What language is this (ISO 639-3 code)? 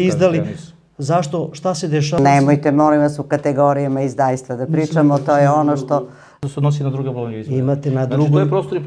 srp